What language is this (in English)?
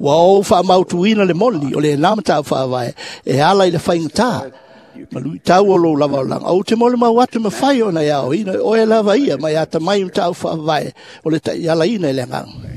Samoan